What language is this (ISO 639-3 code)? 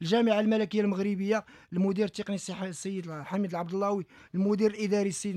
ary